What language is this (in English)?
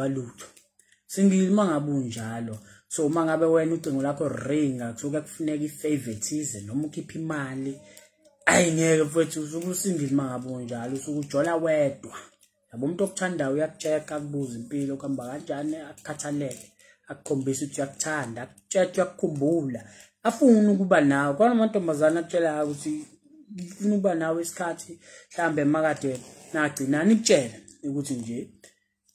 Zulu